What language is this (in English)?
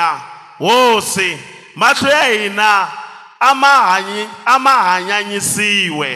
Tsonga